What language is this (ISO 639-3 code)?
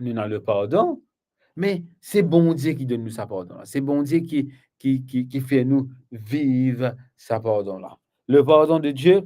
mfe